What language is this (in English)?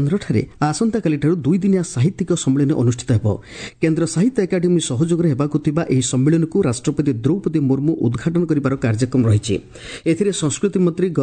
Odia